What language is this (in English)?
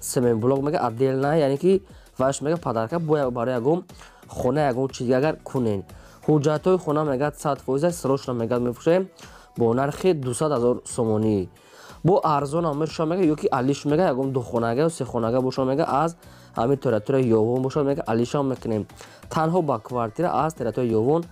Tajik